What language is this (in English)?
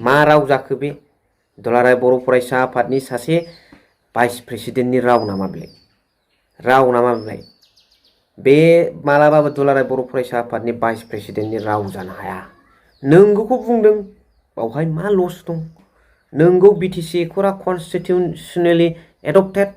Bodo